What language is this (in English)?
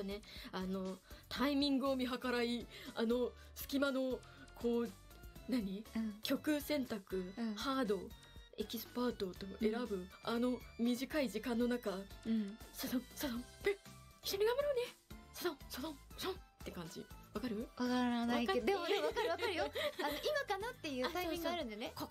Japanese